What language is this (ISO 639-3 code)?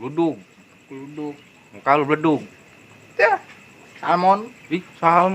bew